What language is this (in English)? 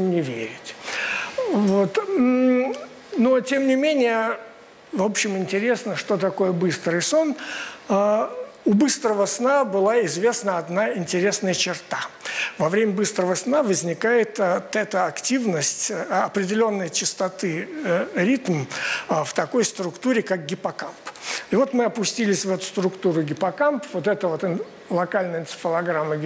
Russian